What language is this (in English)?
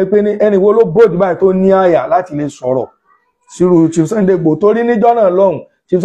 Yoruba